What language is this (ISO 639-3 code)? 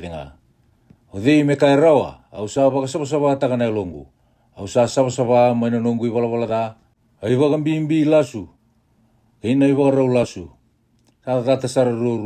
fij